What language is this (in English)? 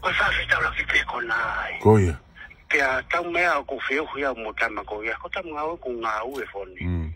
Tongan